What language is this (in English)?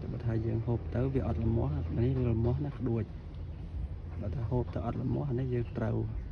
Khmer